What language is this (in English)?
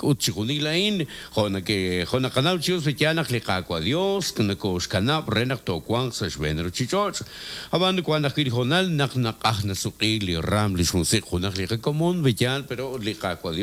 Kekchí